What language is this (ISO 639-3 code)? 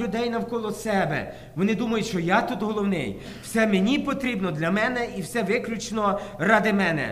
ukr